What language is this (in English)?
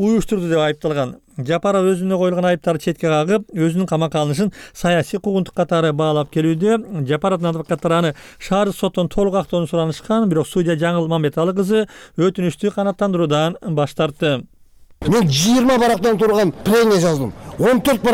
Kyrgyz